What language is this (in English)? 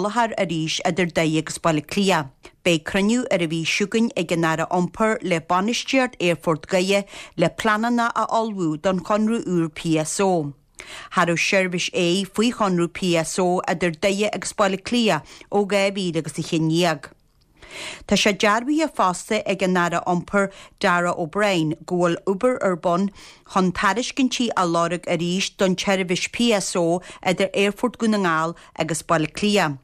Irish